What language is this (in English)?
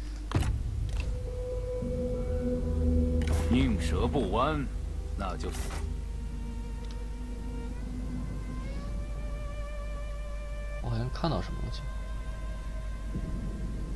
Chinese